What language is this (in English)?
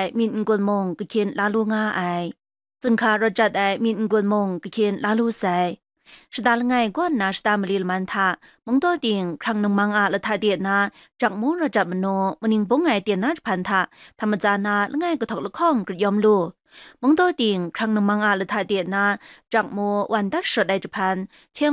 Kachin